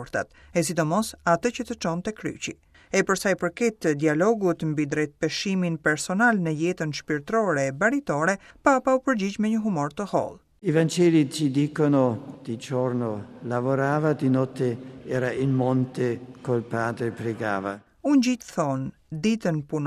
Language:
Albanian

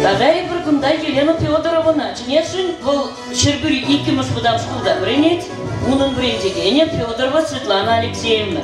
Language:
Chuvash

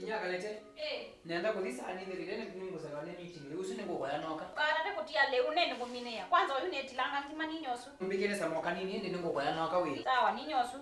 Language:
Kamba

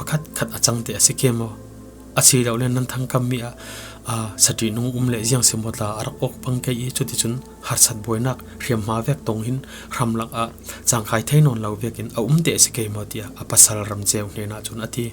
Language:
Falam Chin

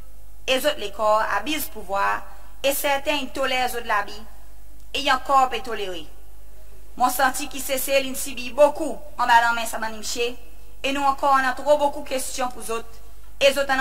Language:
Seselwa Creole French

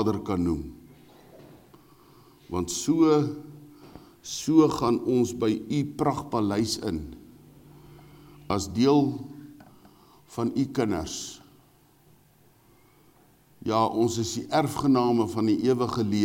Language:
Afrikaans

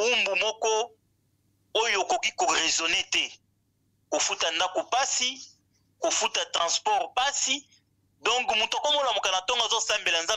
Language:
Lingala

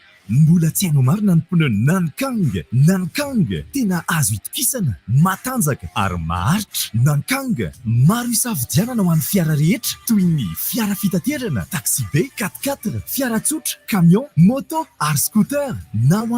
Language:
Malagasy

